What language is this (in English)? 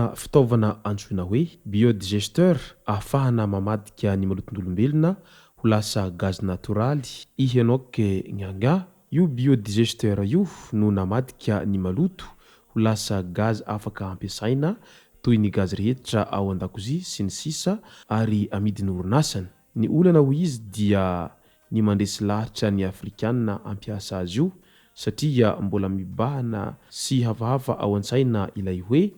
Malagasy